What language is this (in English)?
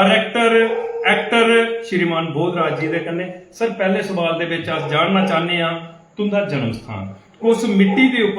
Dogri